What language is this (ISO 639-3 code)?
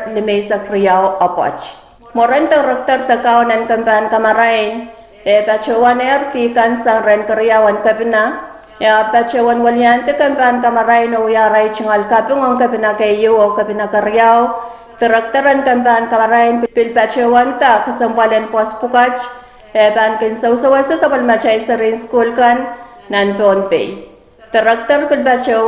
pon